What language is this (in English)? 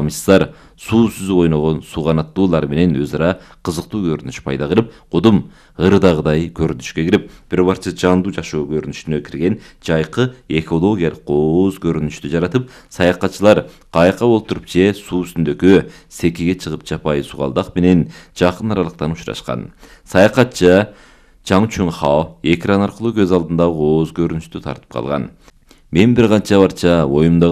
Kyrgyz